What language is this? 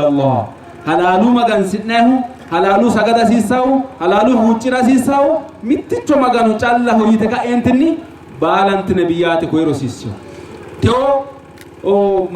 Sidamo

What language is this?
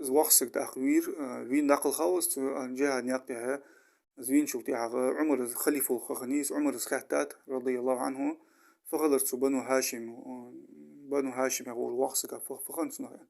Ingush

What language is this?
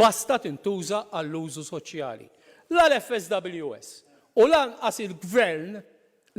Maltese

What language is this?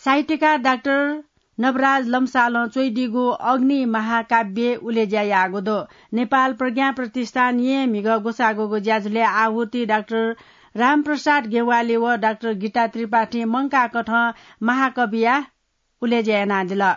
Newari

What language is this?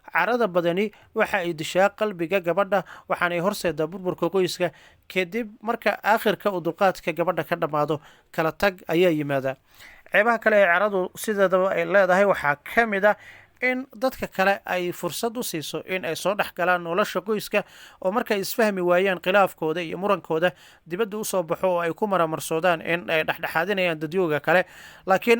Somali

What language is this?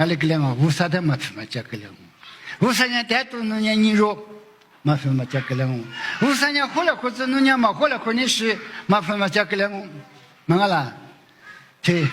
Lisu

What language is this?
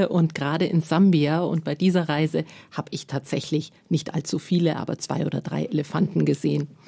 German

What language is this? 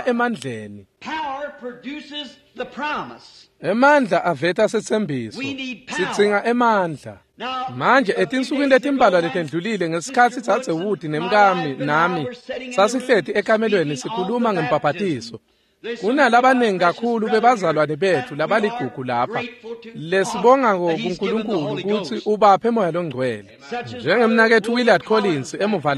Swati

